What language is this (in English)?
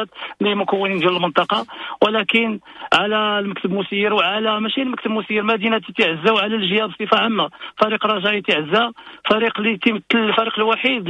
Moroccan Arabic